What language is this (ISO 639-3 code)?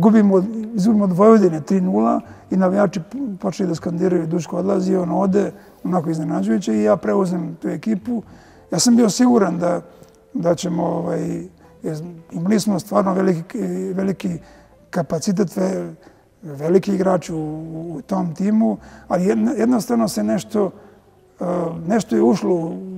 srp